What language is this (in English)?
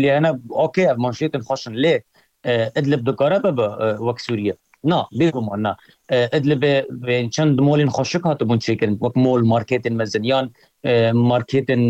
Kurdish